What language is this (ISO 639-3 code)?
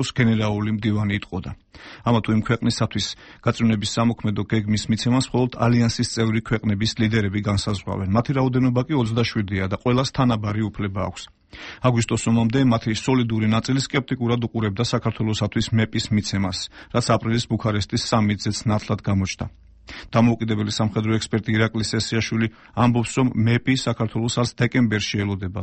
kat